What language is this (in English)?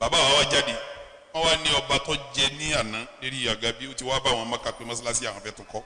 Yoruba